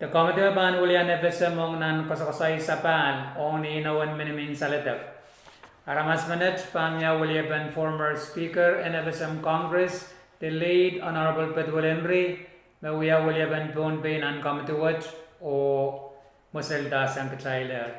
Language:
Pohnpeian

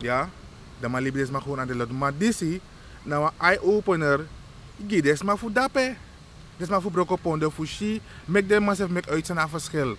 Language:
Sranan Tongo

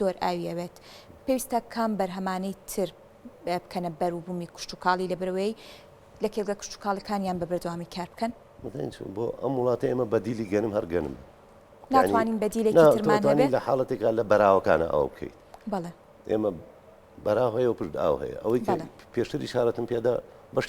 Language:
Central Kurdish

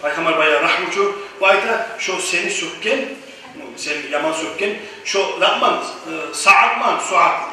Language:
Kumyk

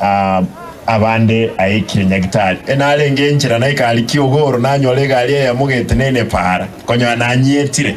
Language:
Gusii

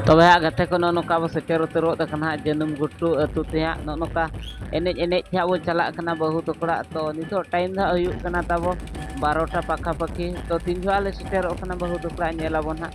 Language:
Santali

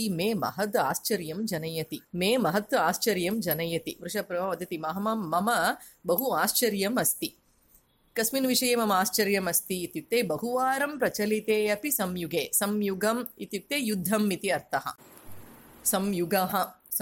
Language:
Sanskrit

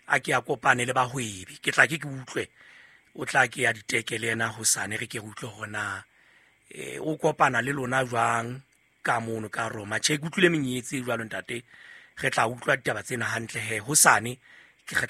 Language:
Southern Sotho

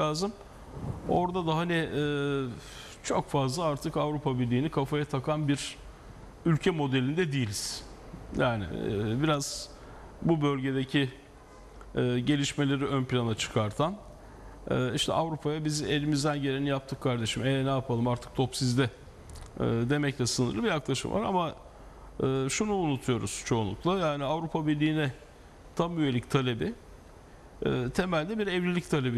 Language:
Turkish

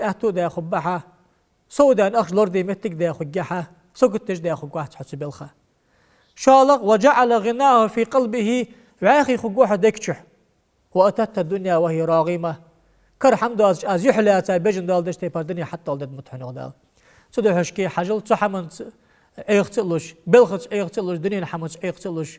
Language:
Ingush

